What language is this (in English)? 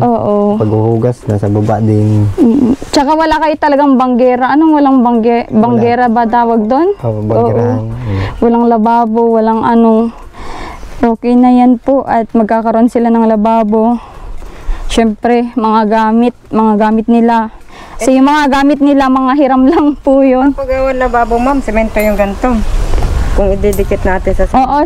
Filipino